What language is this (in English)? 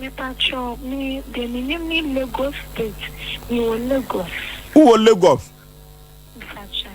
Akan